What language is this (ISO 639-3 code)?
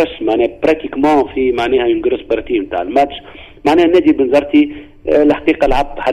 aeb